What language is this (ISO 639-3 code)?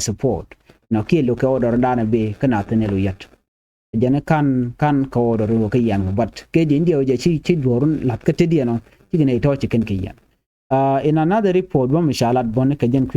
nus